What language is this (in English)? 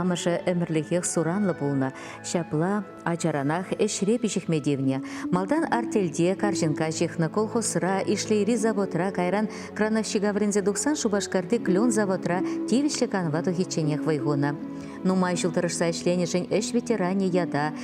Chuvash